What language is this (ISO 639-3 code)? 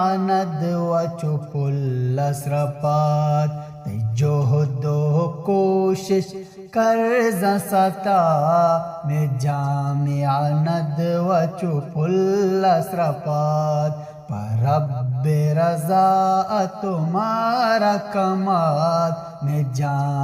bgp